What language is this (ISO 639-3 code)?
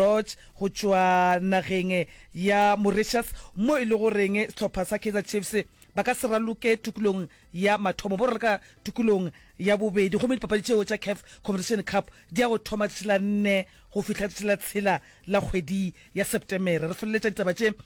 nso